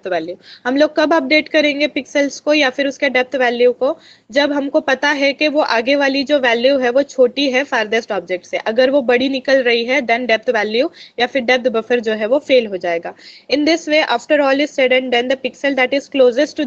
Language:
Hindi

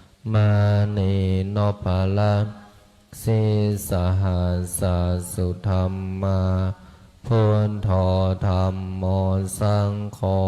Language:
Pali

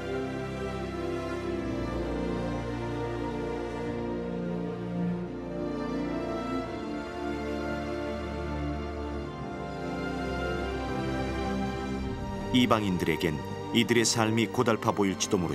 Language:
Korean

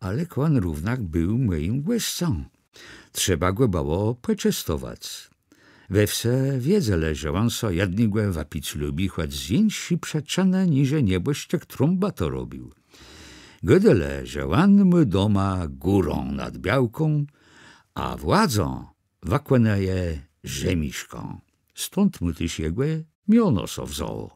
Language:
Kashubian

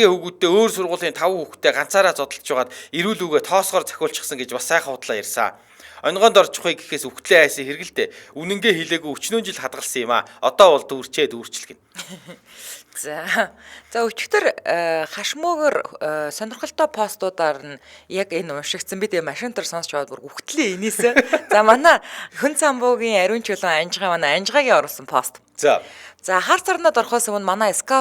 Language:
Mongolian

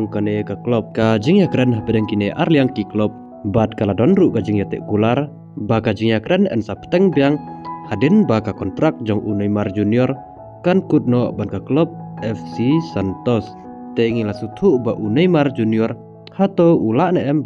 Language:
Khasi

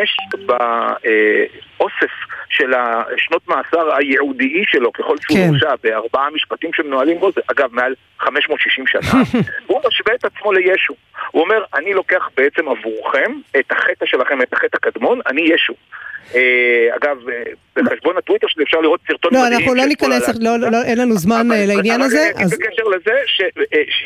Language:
Hebrew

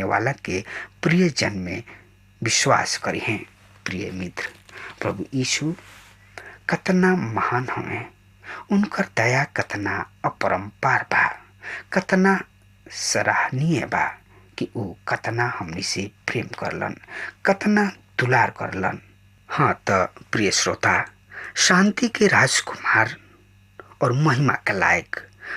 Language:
Bhojpuri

